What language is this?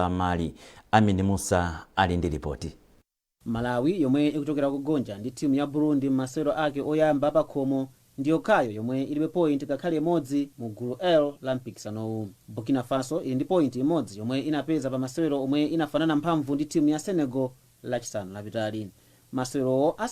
Nyanja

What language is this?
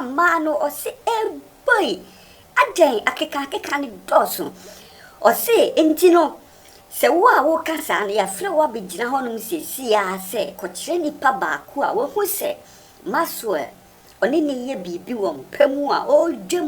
Akan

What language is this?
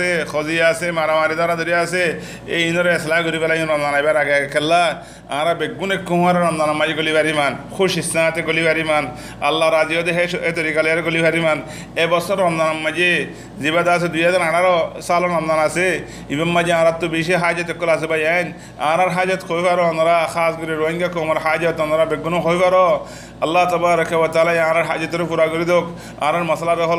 Rohingya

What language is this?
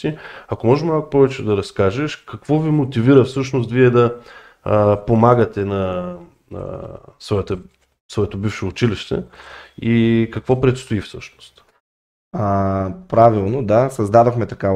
Bulgarian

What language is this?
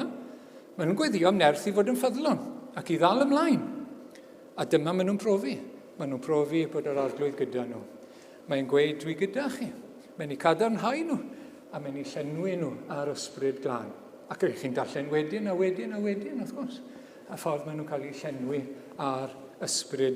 Welsh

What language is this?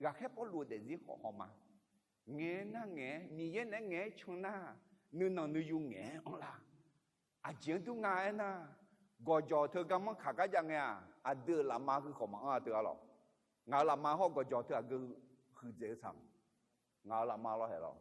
Akha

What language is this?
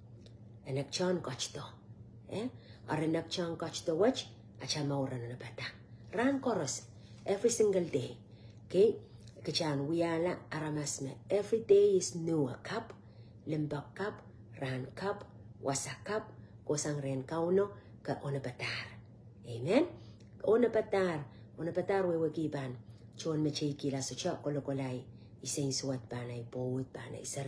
Pohnpeian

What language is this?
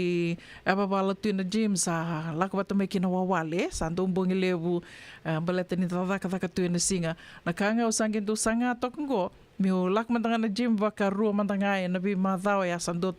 Fijian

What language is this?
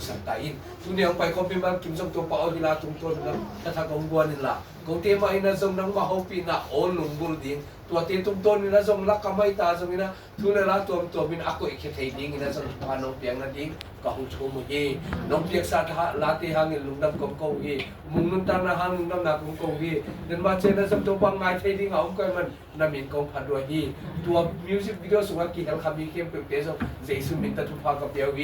Tedim Chin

